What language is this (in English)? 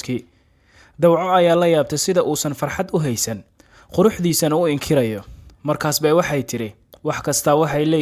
Somali